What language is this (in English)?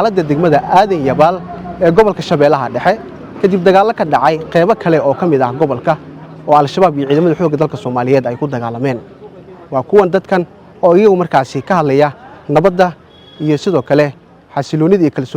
Somali